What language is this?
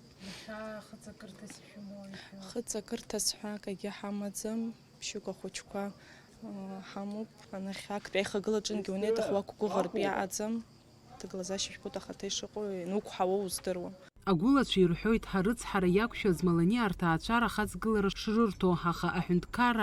Abkhazian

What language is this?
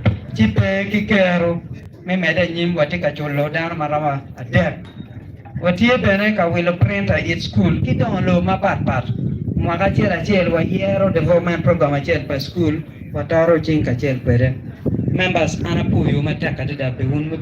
Acoli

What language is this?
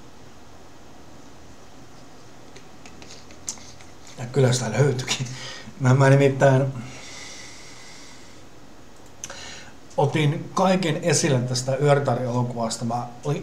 Finnish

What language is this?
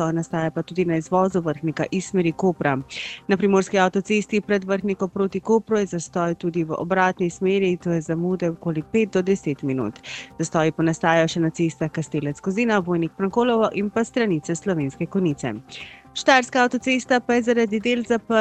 Slovenian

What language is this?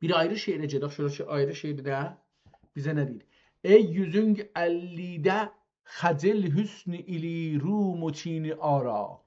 South Azerbaijani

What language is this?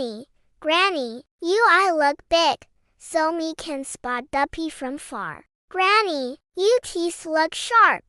Jamaican Creole English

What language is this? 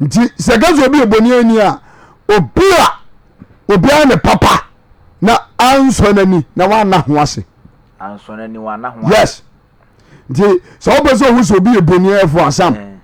Akan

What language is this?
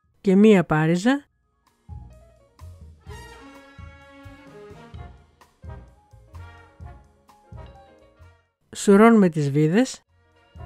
Greek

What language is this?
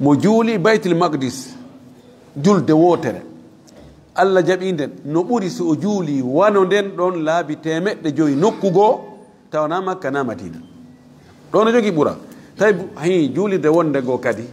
Fula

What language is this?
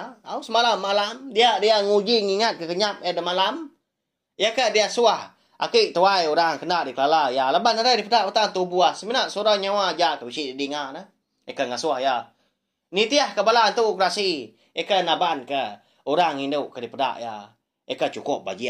Iban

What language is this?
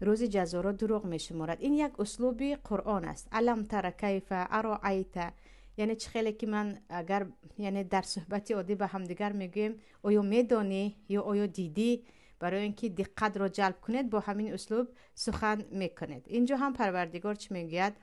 Tajik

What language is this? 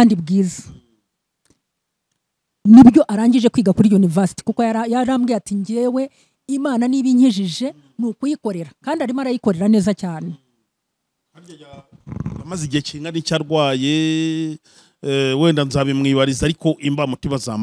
Kinyarwanda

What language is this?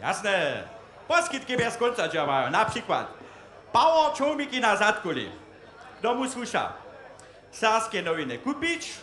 Upper Sorbian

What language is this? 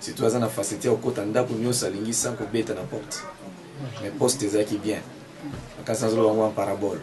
Lingala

